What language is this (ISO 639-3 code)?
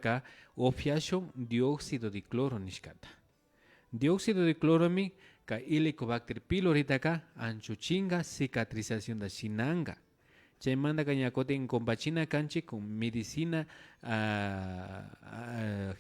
qvi